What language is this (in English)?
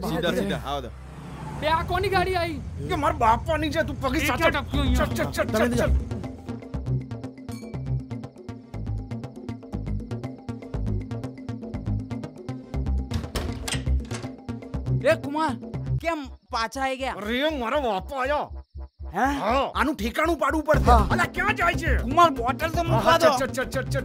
Gujarati